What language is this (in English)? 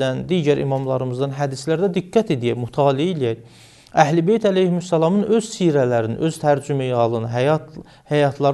Azerbaijani